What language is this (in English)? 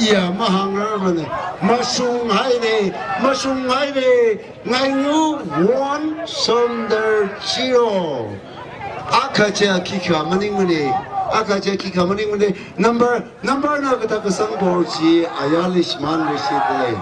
Tangkhul Naga (India)